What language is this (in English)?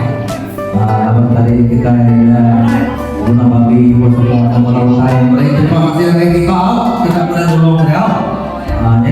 Iban